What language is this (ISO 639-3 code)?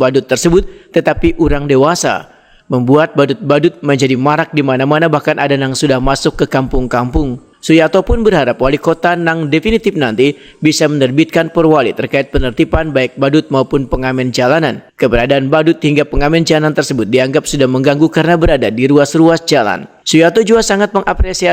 bjn